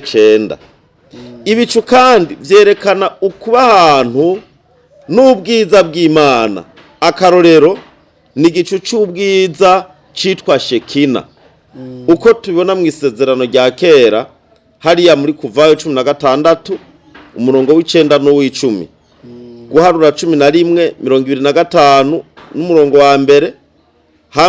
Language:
Rundi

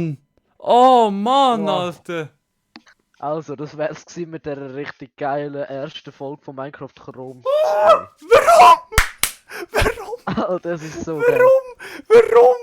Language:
Swiss German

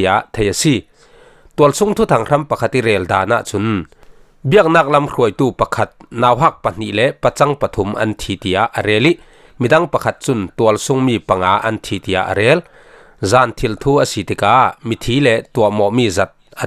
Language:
Falam Chin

